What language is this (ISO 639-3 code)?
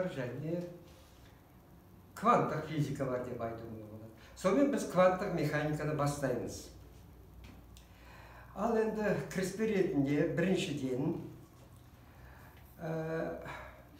kaz